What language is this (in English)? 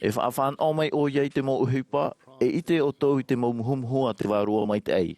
Tahitian